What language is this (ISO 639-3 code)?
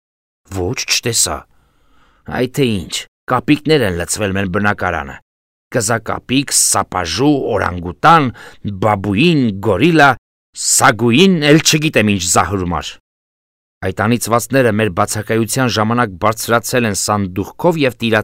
hye